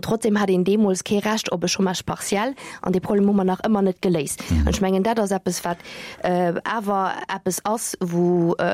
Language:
Luxembourgish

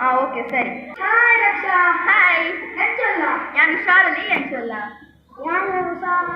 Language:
Tulu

